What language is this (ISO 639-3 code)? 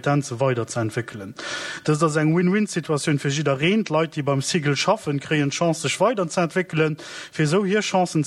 ltz